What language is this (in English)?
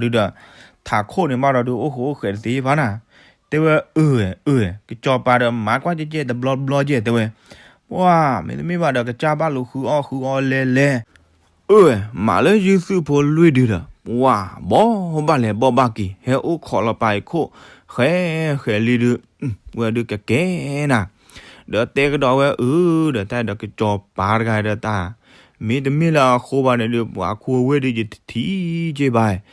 S'gaw Karen